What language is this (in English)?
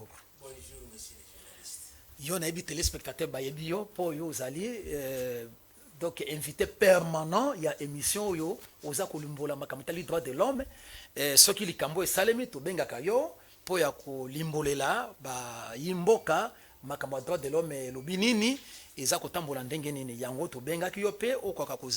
Lingala